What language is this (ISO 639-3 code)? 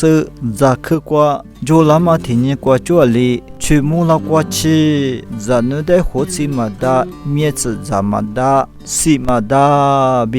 lis